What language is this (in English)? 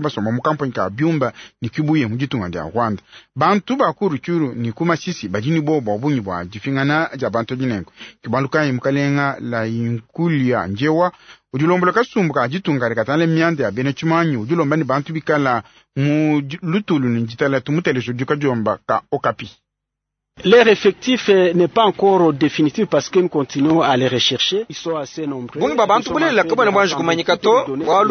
Luba-Lulua